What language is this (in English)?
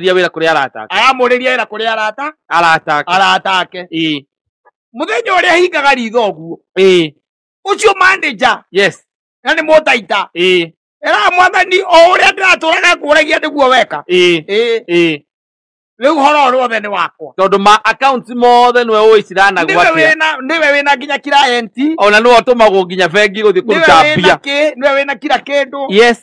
Kikuyu